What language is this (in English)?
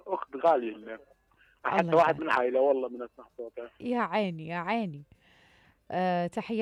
Mesopotamian Arabic